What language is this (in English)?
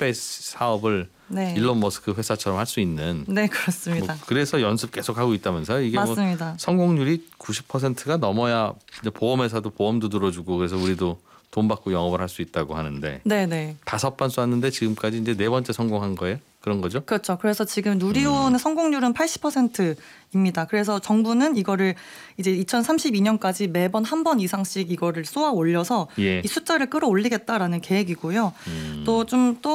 Korean